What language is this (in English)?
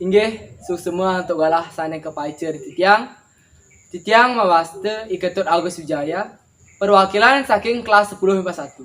Balinese